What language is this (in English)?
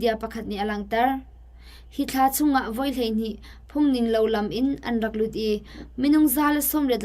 Hakha Chin